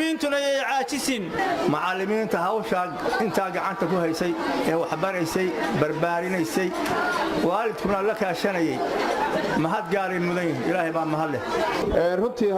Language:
Somali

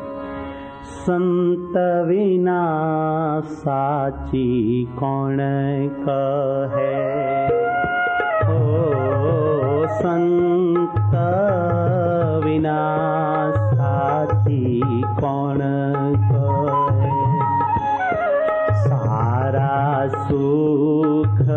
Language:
Gujarati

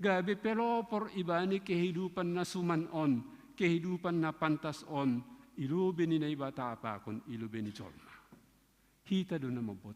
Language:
Batak Simalungun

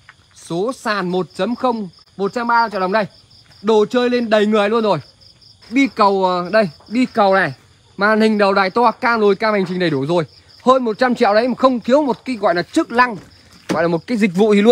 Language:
Vietnamese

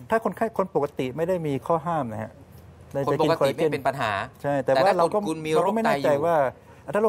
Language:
Thai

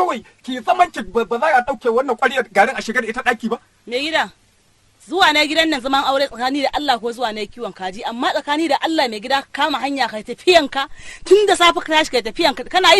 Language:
Hausa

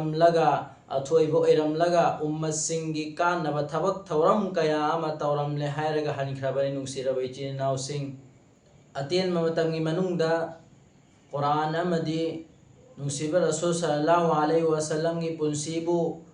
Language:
Manipuri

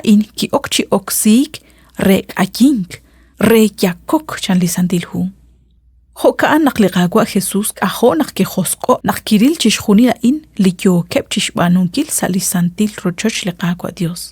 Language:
Kekchí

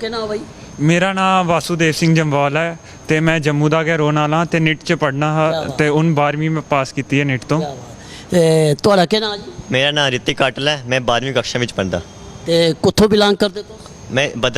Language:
Dogri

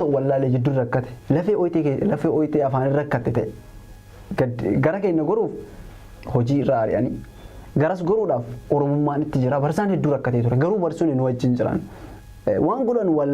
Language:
Oromo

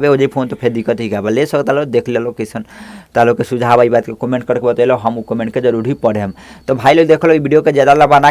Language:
Bhojpuri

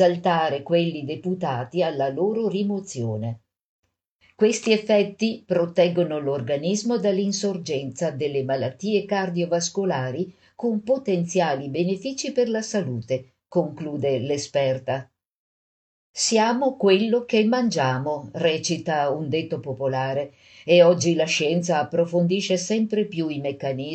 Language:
Italian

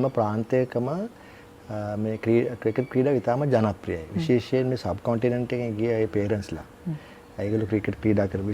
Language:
Sinhala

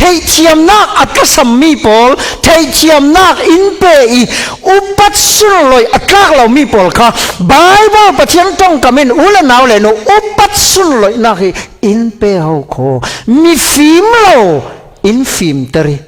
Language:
Falam Chin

